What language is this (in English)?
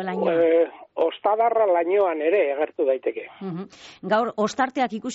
Basque